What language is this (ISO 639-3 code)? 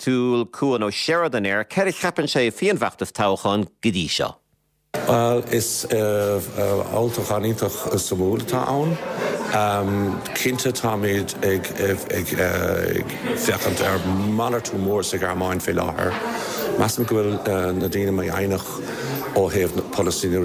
gle